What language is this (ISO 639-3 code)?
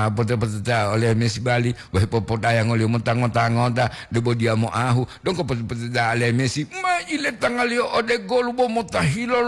gor